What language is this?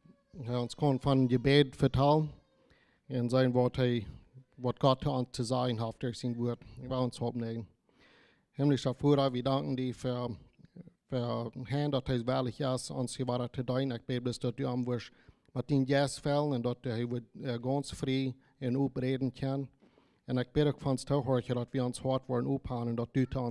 Plautdietsch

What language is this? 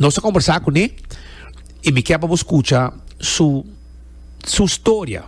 Papiamento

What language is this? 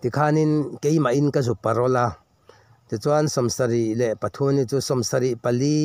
Mizo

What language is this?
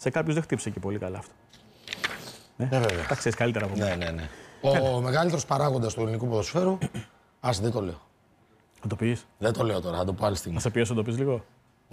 Greek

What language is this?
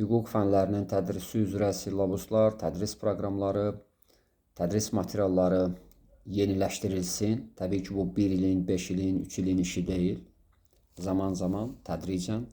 Azerbaijani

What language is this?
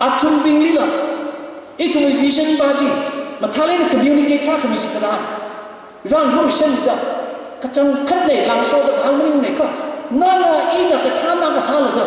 Tangkhul Naga (India)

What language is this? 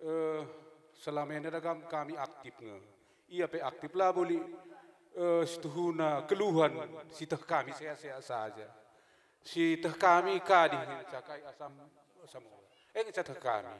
Batak Karo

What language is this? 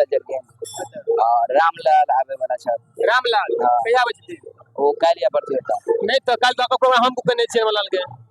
Maithili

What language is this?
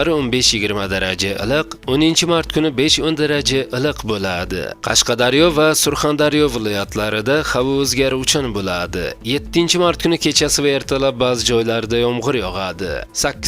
Uzbek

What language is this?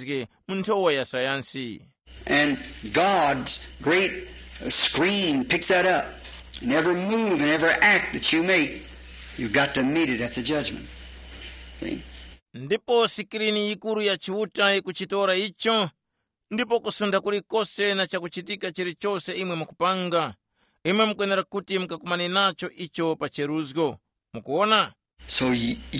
Tumbuka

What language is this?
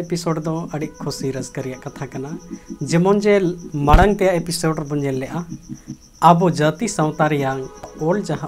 Santali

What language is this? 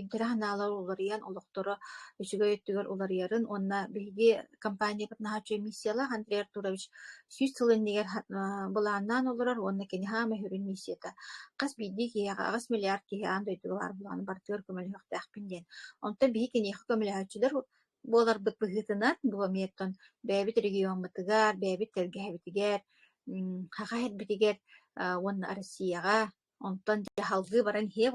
Yakut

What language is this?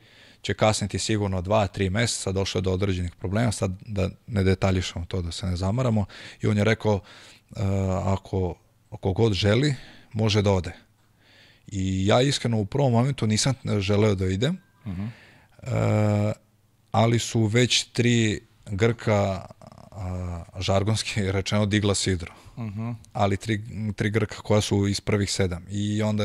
Serbian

